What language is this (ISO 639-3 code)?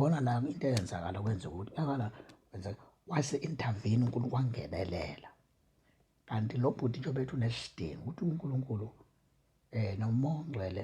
zul